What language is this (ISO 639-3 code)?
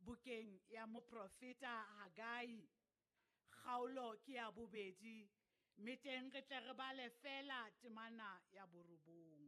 sot